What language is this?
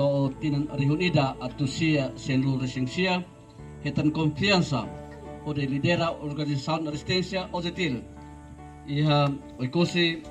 Tetum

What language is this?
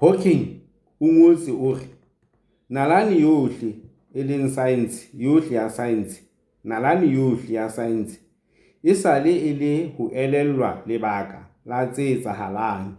Southern Sotho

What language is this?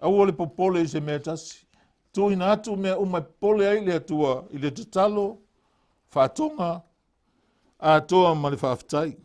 Samoan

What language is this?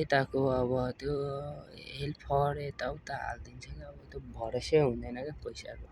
Nepali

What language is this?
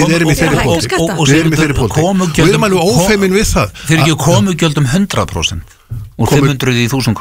Icelandic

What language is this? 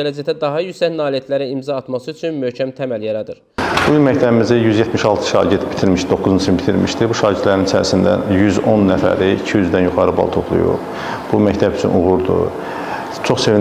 Azerbaijani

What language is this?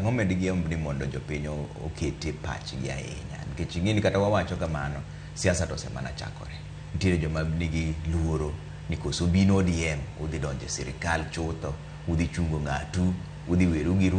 Luo (Kenya and Tanzania)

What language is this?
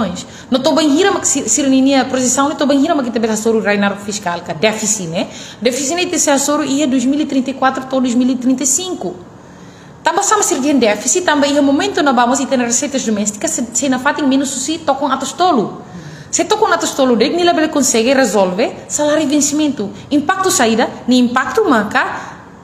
Tetum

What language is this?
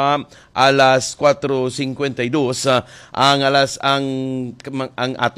Hiligaynon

